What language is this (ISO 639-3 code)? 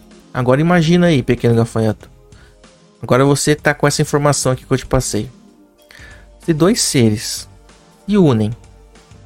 por